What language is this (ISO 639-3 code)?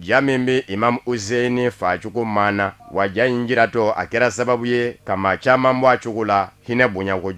bam